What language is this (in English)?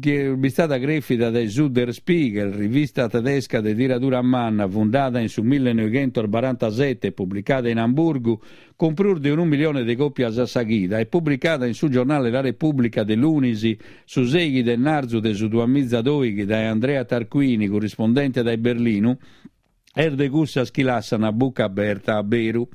Sardinian